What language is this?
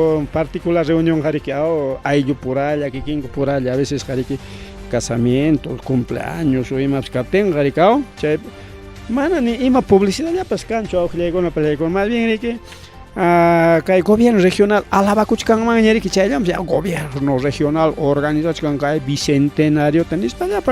Ayacucho Quechua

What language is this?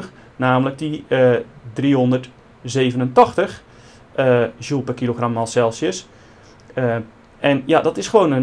Dutch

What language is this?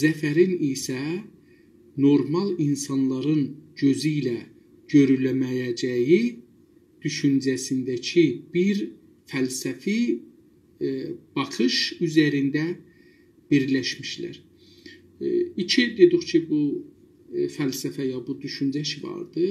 South Azerbaijani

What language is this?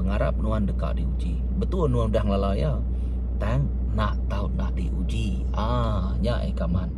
Iban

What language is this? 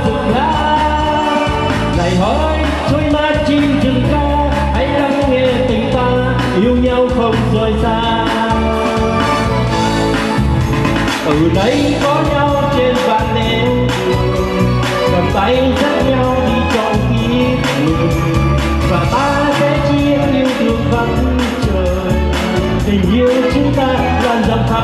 Vietnamese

